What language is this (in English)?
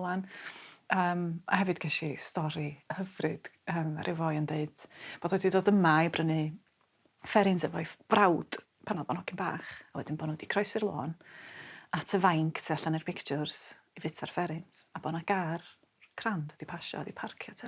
Welsh